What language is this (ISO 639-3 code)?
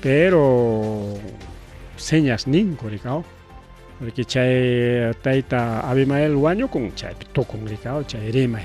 quy